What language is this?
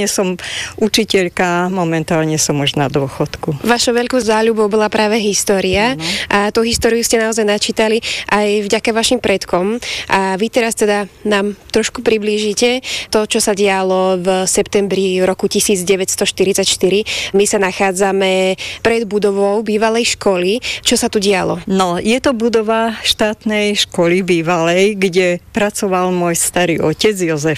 Slovak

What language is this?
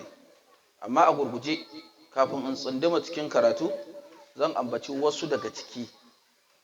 Hausa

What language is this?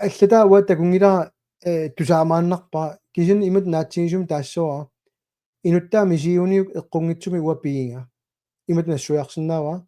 Kalaallisut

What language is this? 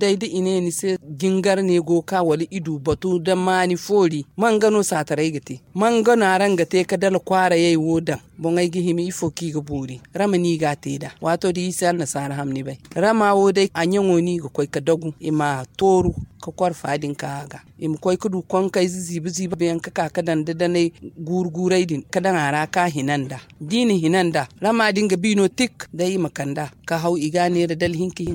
Zarma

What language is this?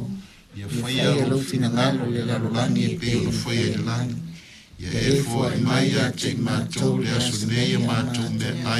Samoan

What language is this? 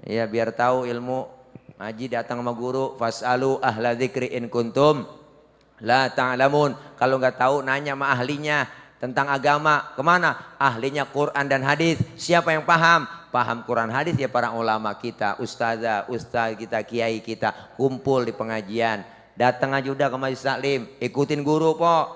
Betawi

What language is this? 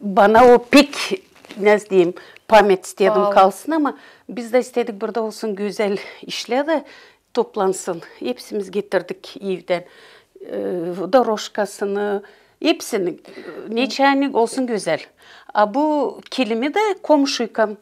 Gagauz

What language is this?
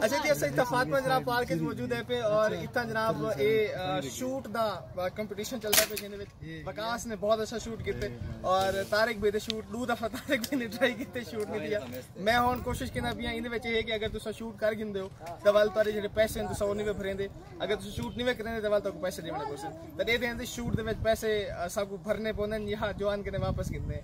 Saraiki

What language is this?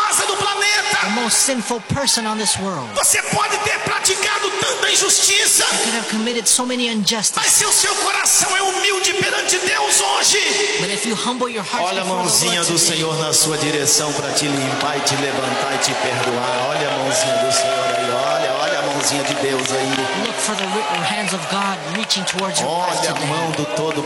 Portuguese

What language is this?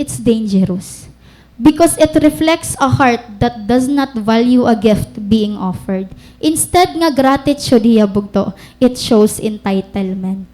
Waray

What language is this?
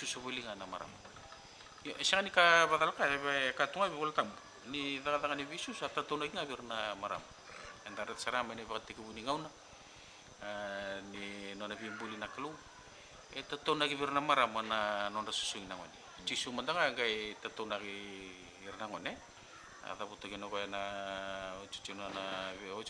Fijian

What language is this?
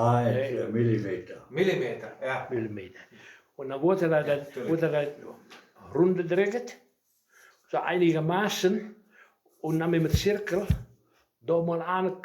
Westphalien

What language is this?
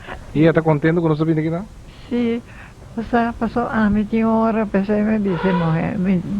Papiamento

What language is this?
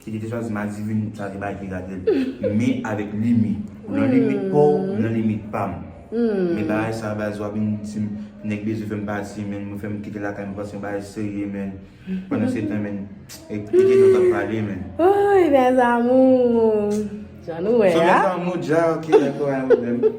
Haitian Creole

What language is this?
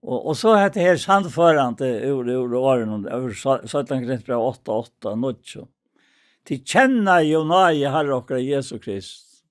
Faroese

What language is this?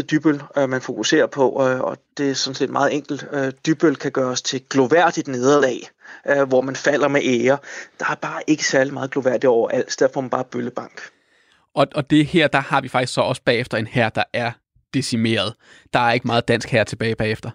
Danish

